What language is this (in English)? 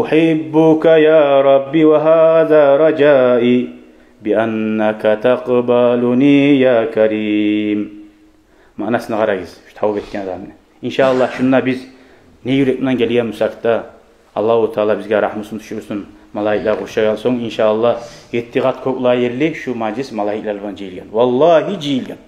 Kumyk